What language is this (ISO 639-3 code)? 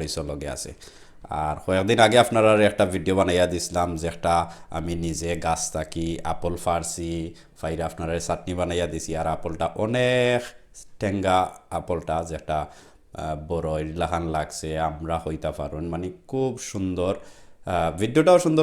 syl